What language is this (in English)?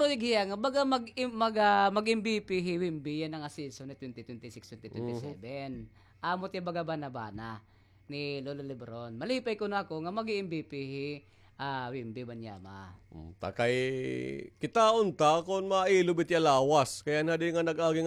Waray